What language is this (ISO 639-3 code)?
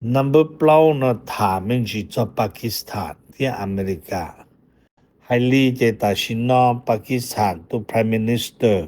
hmn